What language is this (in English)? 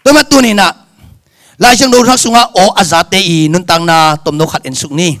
Tedim Chin